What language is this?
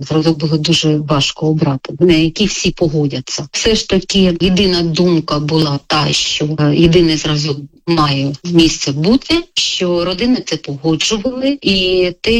Ukrainian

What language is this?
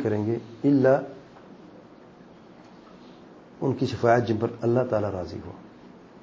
Urdu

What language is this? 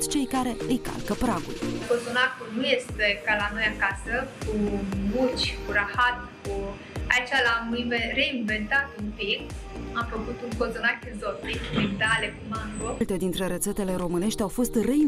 Romanian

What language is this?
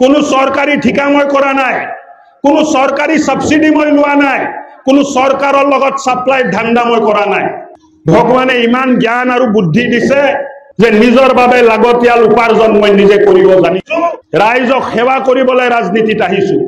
Assamese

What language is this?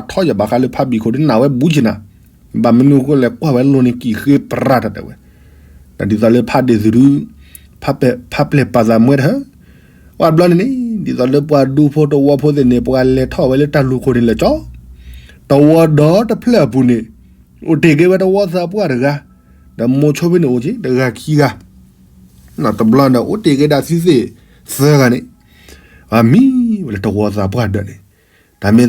S'gaw Karen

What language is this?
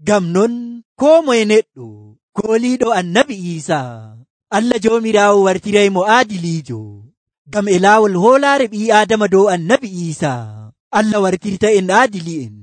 Nigerian Fulfulde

